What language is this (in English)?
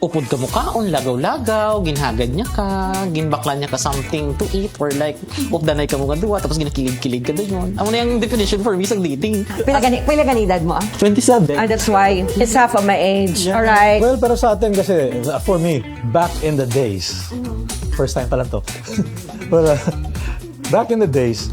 Hiligaynon